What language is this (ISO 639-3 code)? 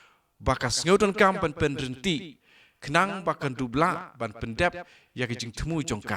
kha